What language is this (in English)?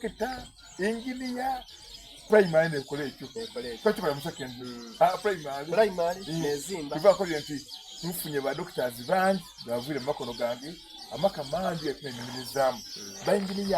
Soga